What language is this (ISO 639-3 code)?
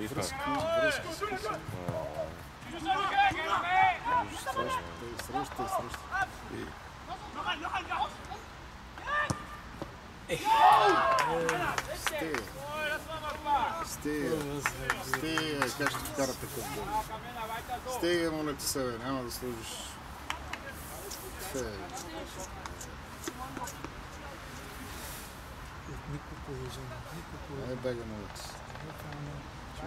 bul